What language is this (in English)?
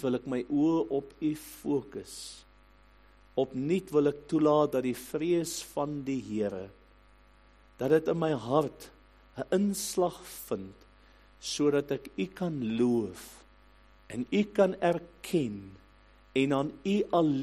Afrikaans